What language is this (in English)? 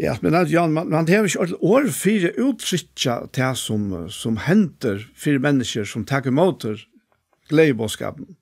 Faroese